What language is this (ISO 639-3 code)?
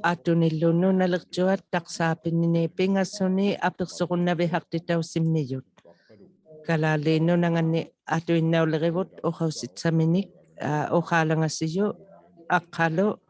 iku